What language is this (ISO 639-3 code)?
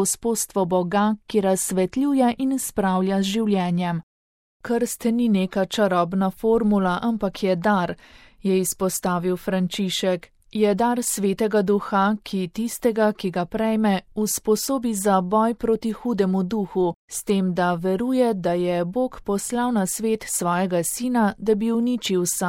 slv